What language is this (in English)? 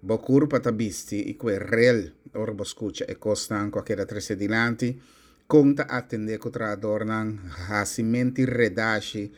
Papiamento